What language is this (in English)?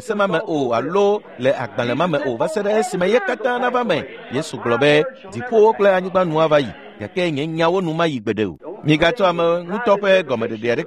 Ewe